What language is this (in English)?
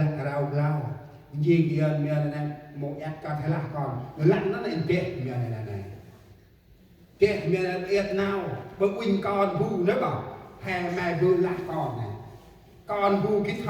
Central Mnong